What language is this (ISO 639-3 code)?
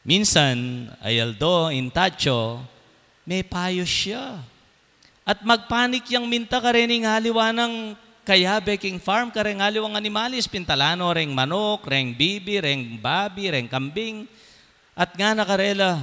pam